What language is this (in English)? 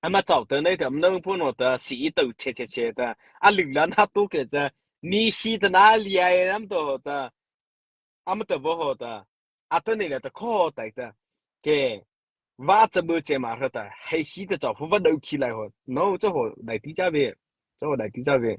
Mara Chin